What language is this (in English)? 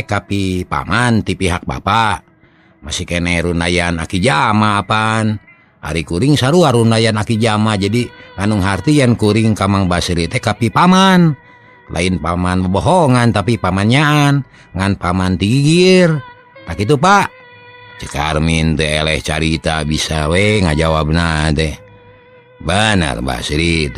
Sundanese